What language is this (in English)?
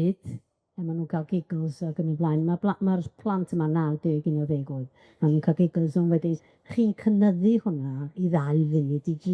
Welsh